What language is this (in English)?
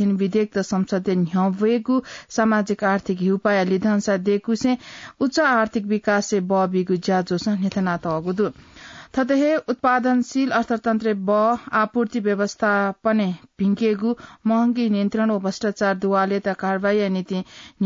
Newari